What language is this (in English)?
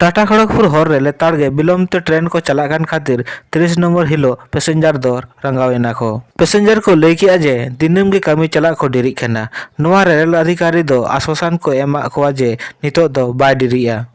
Santali